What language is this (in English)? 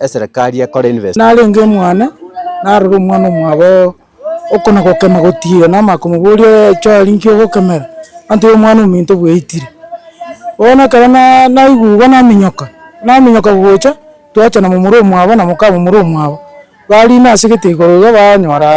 Gusii